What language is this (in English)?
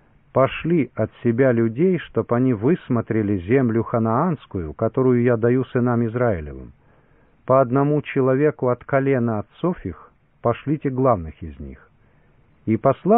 Russian